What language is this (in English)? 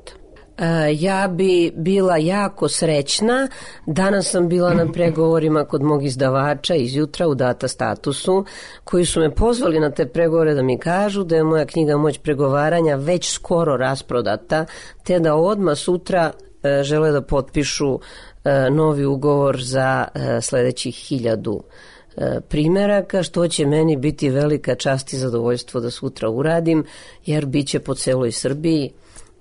Serbian